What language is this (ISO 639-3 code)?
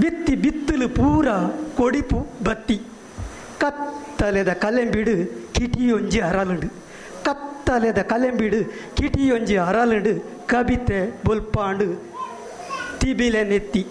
tcy